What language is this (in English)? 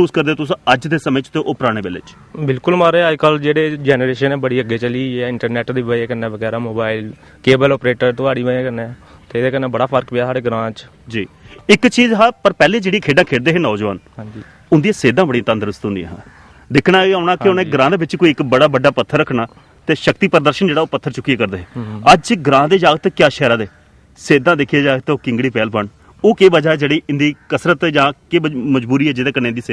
Dogri